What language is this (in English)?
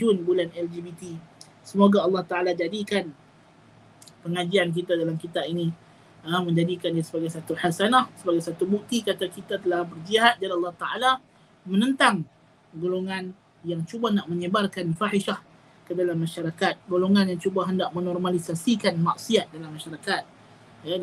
Malay